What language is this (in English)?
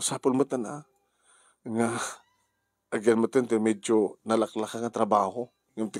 Iloko